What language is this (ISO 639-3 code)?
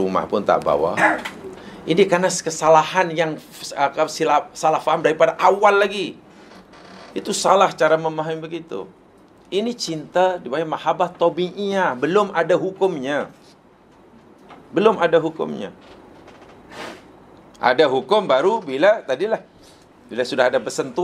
msa